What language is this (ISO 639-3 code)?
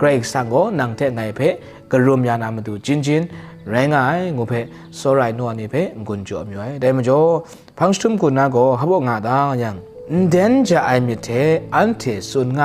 kac